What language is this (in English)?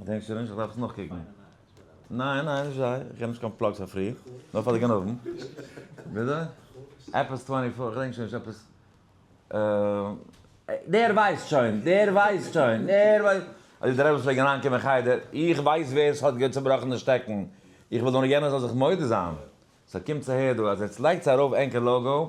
Yiddish